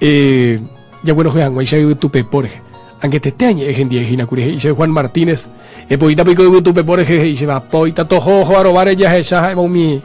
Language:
Guarani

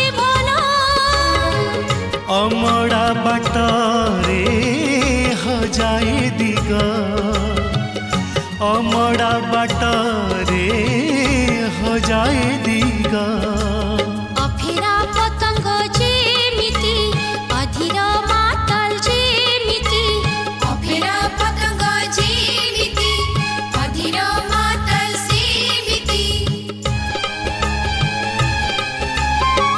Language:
Odia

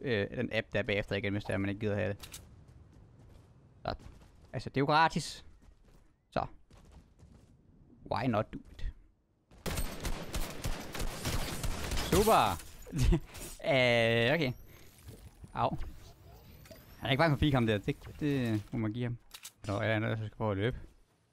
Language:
Danish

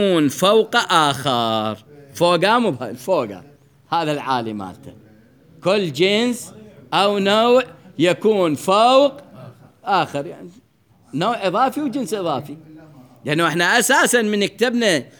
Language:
Mesopotamian Arabic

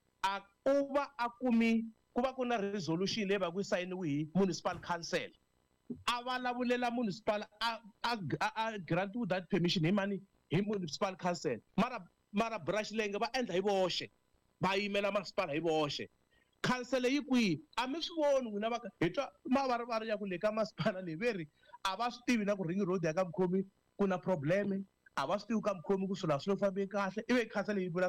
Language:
Tsonga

